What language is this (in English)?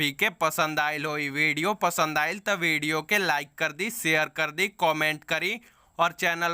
Bhojpuri